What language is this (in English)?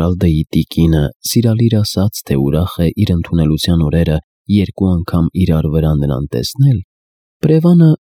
Armenian